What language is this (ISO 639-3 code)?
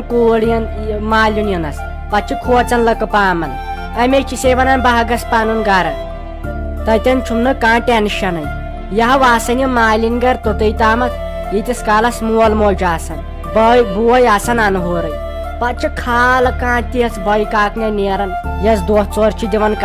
kas